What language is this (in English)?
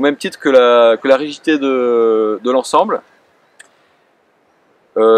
French